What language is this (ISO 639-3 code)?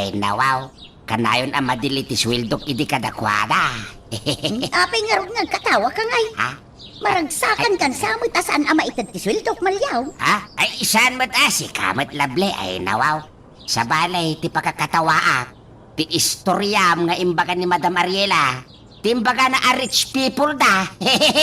ilo